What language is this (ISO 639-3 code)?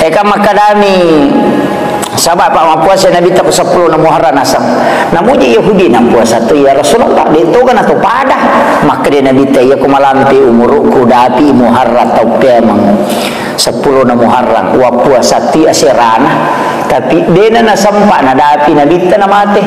bug